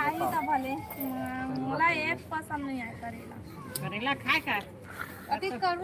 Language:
Chhattisgarhi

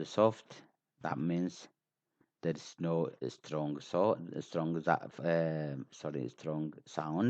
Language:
English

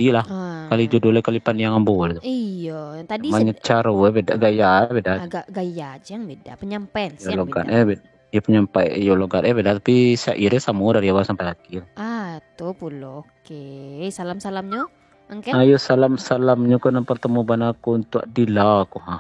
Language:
Minangkabau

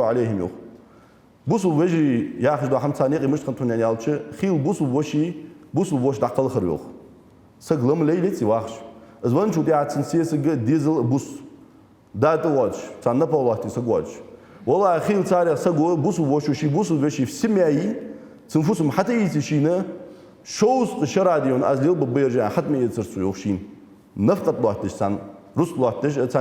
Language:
Ingush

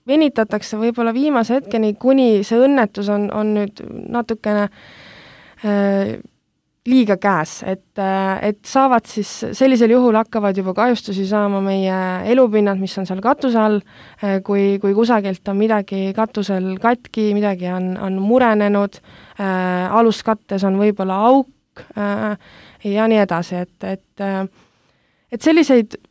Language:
Estonian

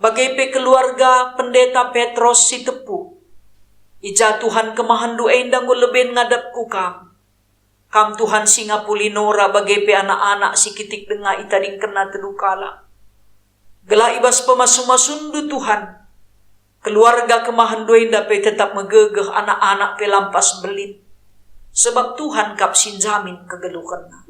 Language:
Batak Karo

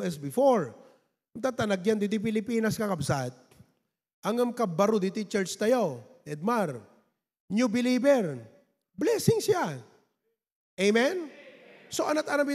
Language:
Iloko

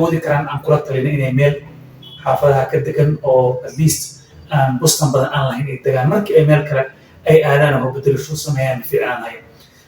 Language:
Somali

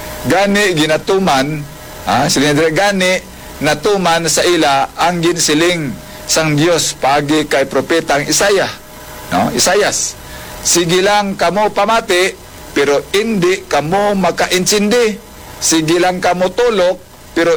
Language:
Hiligaynon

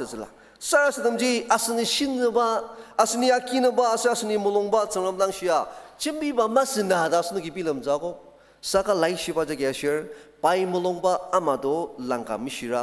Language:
Ao Naga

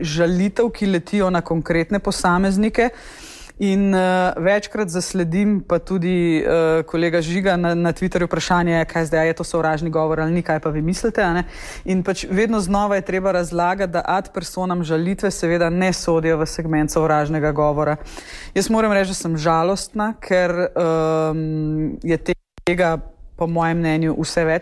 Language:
Slovenian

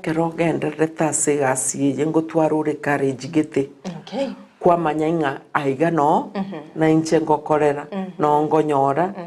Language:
Gusii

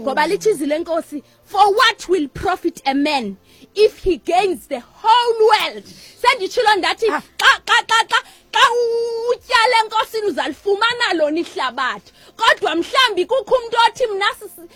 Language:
Xhosa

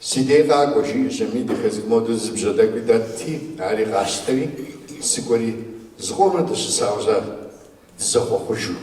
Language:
Kabardian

